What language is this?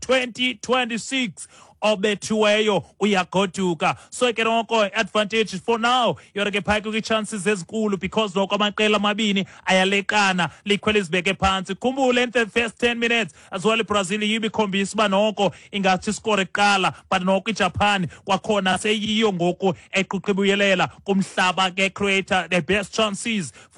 Xhosa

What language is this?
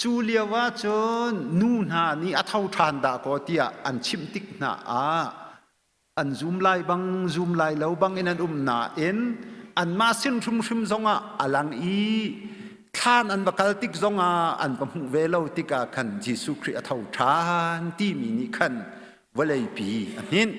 Hakha Chin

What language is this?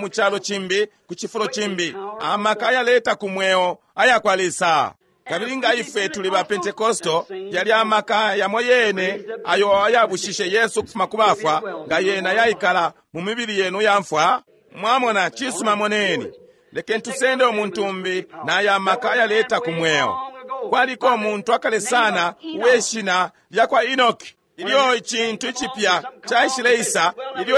Bemba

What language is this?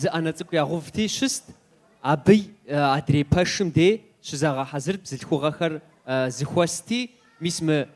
Kabardian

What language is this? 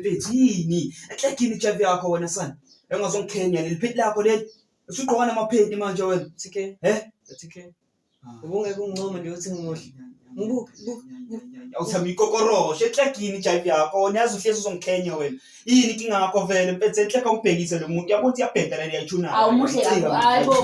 Zulu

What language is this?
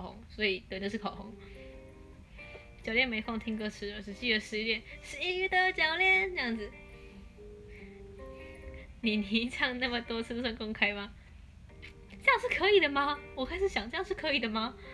Chinese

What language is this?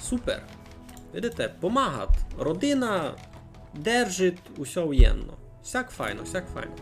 Rusyn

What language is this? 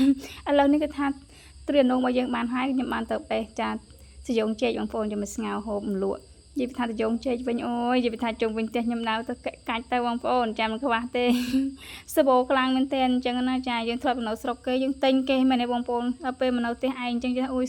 Khmer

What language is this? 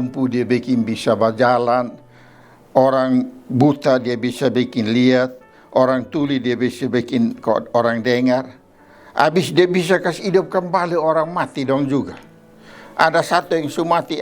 Kupang Malay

